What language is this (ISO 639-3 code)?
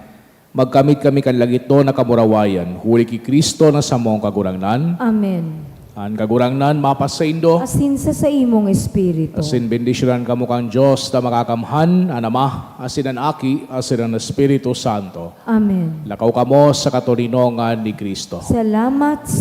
bik